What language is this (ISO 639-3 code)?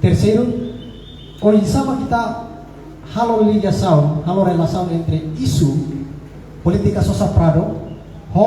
tet